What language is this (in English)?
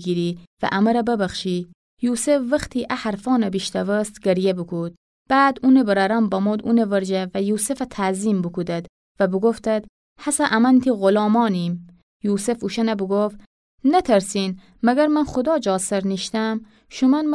Gilaki